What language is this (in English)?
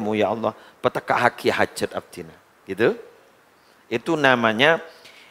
Madurese